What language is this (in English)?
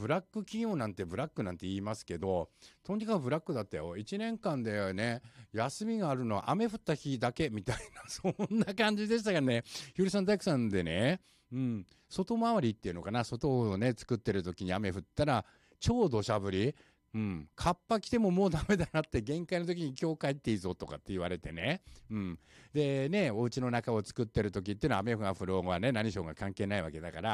Japanese